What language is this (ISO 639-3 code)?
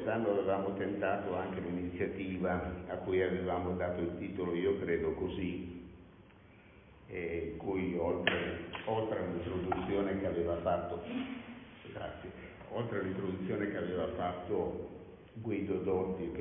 ita